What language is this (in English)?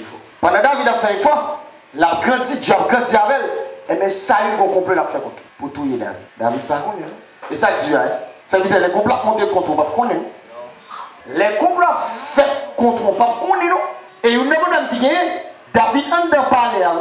Haitian Creole